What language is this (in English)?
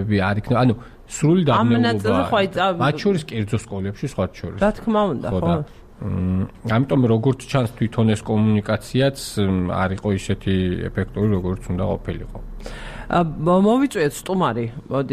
Georgian